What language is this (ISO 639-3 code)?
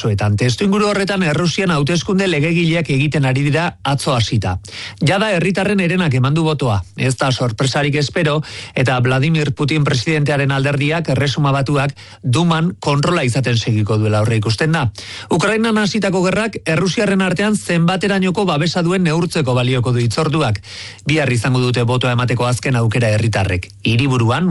eus